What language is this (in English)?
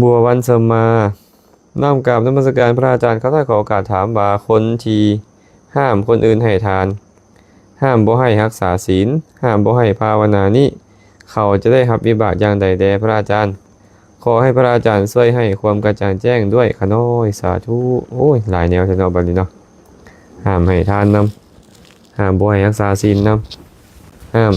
Lao